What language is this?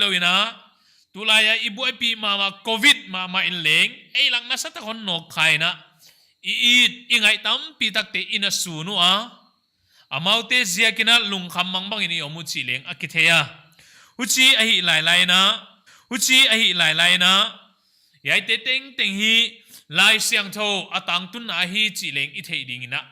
Paite Chin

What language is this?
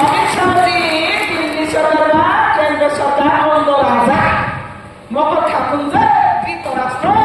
Riang (India)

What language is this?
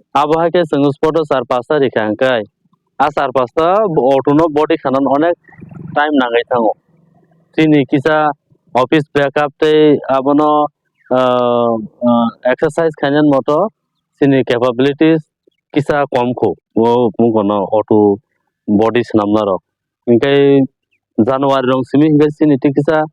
Kok Borok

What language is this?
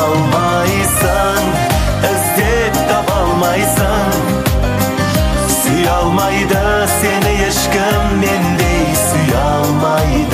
Kazakh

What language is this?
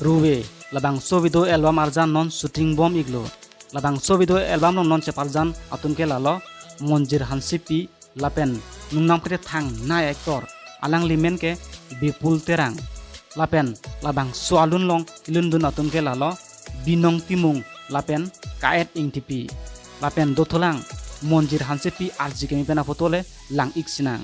Karbi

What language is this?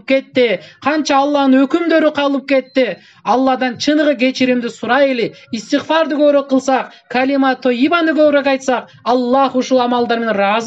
Kyrgyz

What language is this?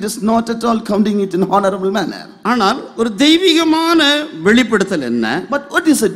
Tamil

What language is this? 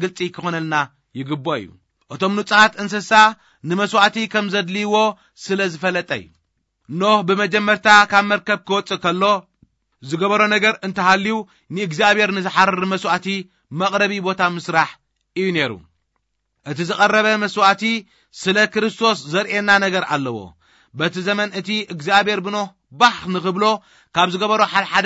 Tigrinya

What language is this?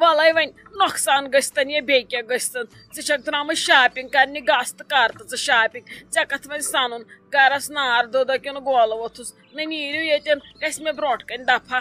Kashmiri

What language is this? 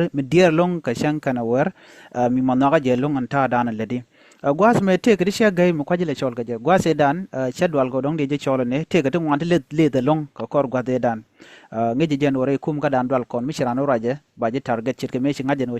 Nuer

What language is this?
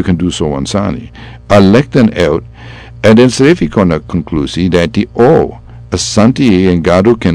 Sranan Tongo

